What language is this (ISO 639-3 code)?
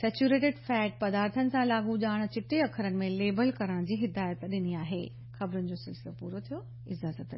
snd